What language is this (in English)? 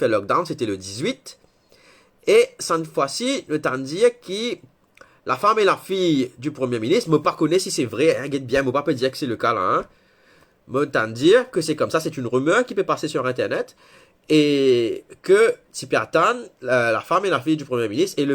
Morisyen